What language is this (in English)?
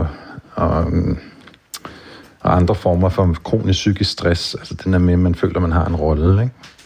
Danish